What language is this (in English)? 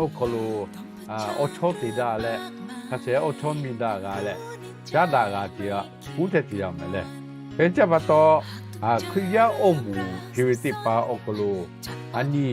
Lahu